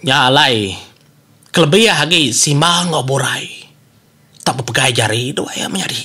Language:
Iban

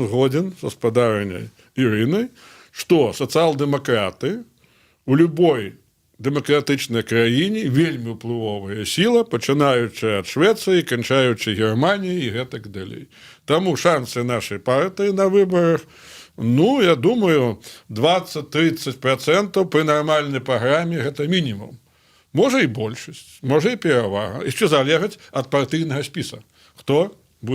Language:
Belarusian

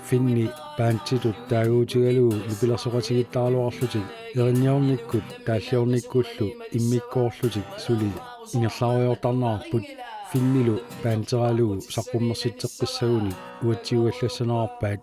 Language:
Kalaallisut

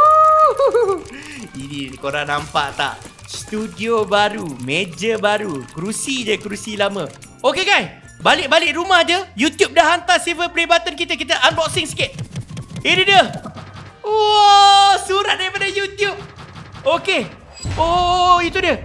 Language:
Malay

